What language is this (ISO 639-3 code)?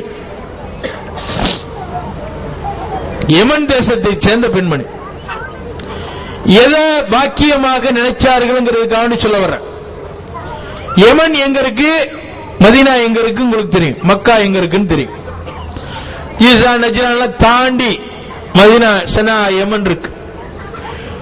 tam